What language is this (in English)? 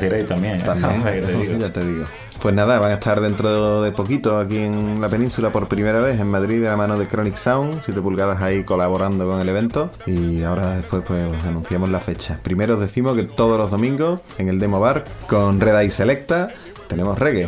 Spanish